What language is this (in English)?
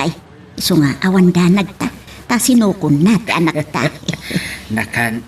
Iloko